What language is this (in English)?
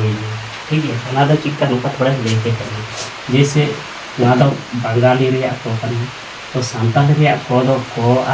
Santali